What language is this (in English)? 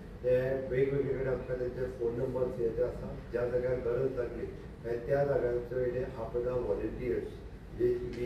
Konkani